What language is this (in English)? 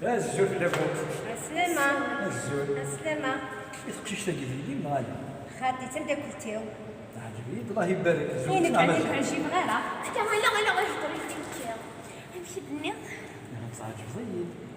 Kabyle